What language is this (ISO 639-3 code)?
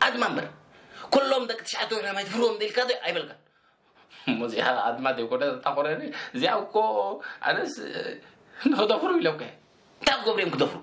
tir